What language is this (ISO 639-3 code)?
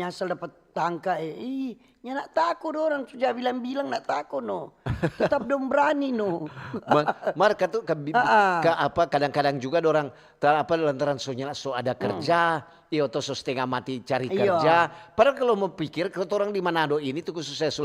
xmm